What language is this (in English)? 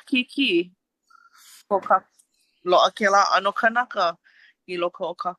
Hawaiian